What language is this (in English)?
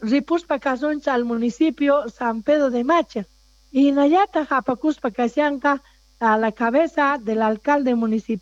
South Bolivian Quechua